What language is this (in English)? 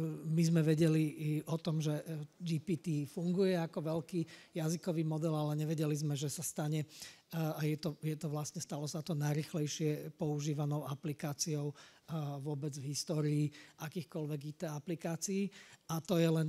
Slovak